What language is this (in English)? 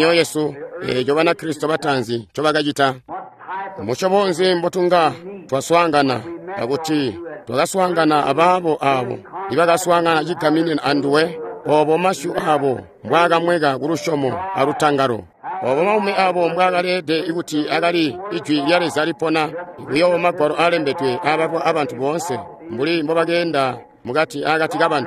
Tonga (Zambia)